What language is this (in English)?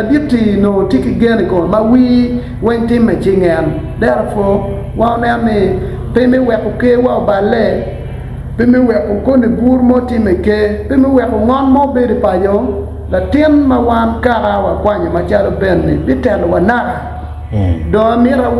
Acoli